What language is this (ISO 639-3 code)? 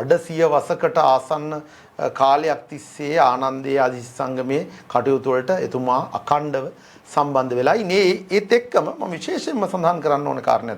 sin